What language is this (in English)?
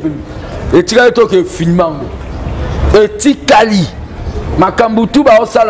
Lingala